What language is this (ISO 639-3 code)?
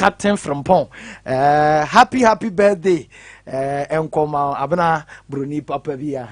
aka